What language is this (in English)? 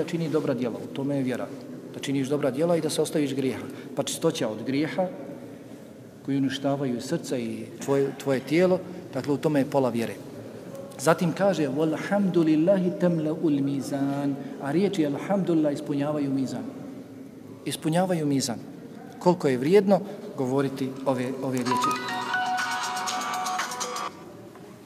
Bosnian